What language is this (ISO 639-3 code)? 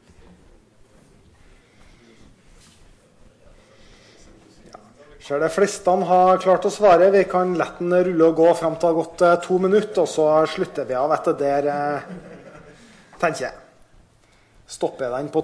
nor